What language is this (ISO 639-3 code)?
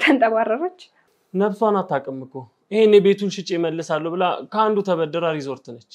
amh